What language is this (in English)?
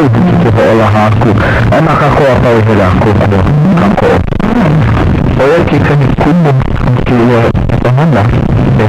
Hawaiian